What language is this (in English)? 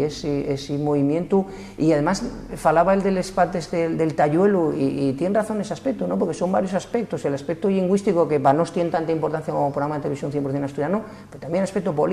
Asturian